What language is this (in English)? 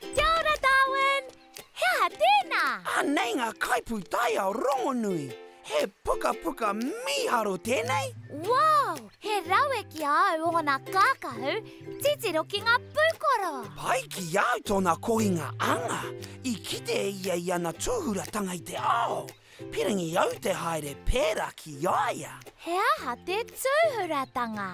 Māori